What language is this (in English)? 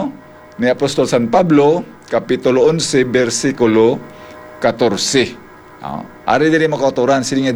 Hiligaynon